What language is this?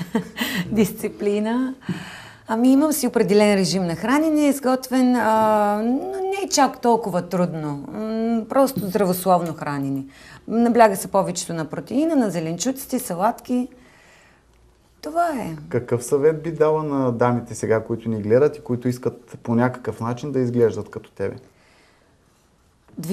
Bulgarian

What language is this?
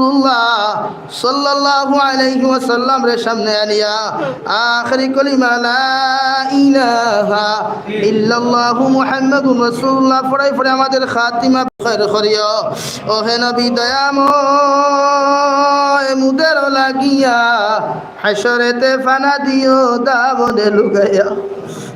Sylheti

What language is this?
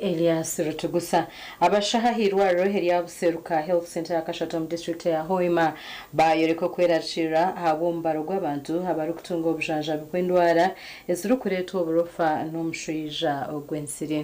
Nyankole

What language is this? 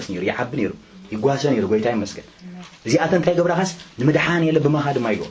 Tigrinya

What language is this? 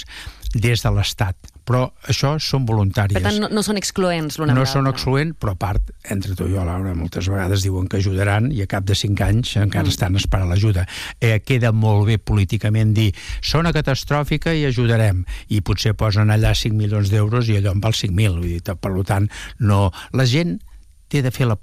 Catalan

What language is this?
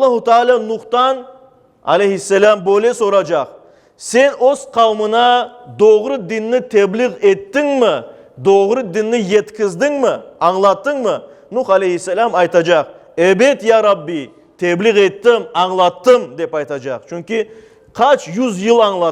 Crimean Tatar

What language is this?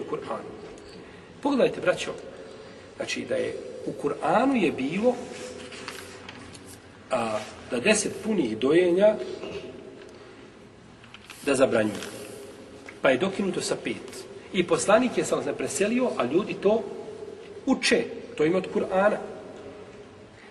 Bosnian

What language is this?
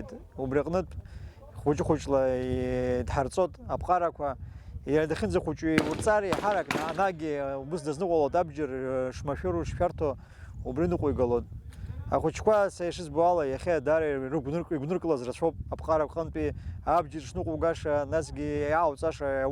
Abkhazian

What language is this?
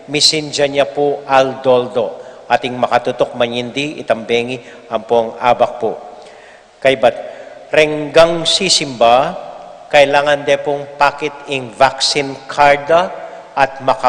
Pampanga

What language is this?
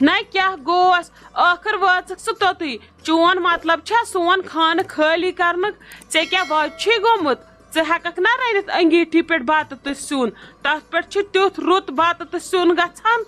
Kashmiri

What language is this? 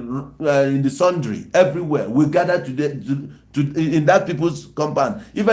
Igbo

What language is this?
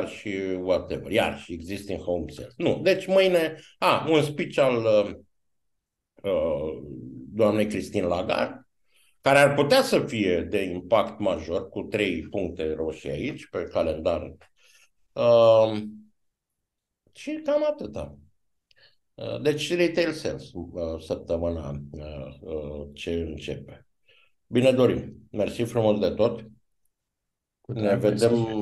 Romanian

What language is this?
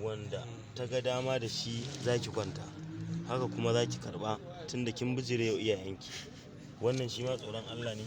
Hausa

